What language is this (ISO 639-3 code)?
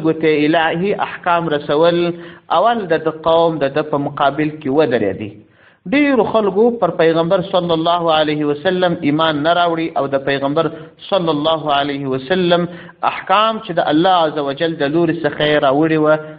pus